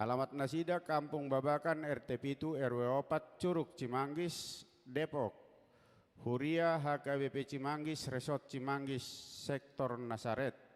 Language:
Batak Toba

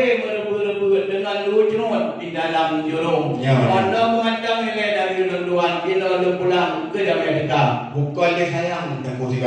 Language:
Achinese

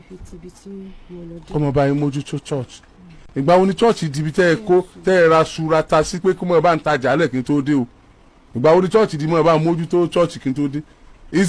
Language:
Yoruba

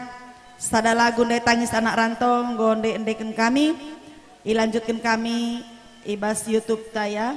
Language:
Batak Karo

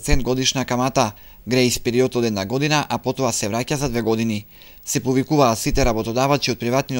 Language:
Macedonian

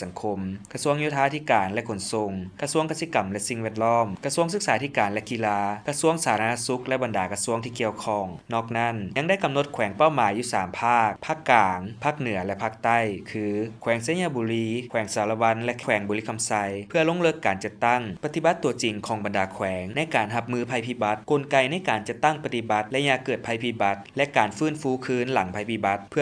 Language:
Lao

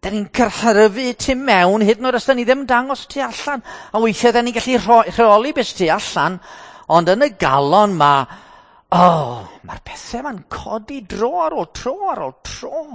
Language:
Welsh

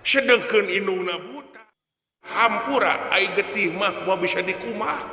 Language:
Sundanese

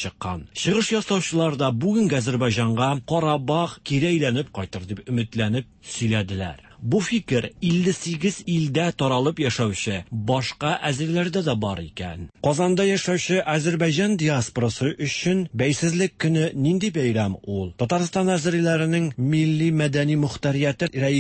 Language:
Tatar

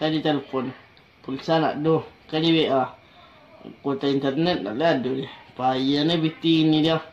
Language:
Minangkabau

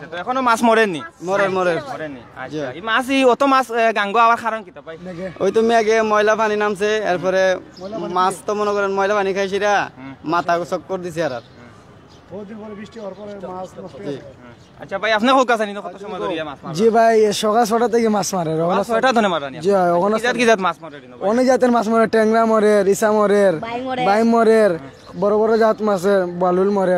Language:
Sylheti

